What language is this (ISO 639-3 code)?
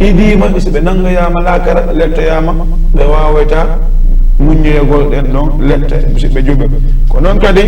ful